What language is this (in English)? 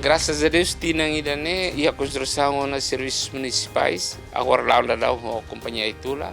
Tetum